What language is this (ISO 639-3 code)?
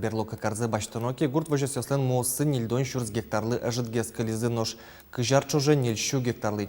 udm